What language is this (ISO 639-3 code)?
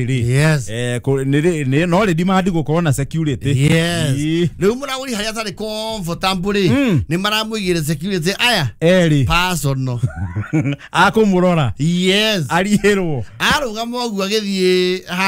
kik